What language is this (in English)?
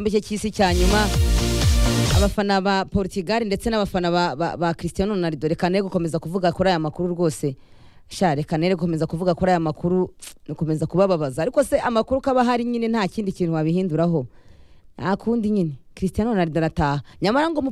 Kinyarwanda